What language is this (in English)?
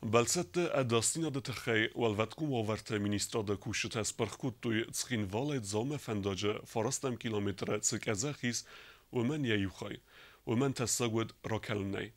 Ossetic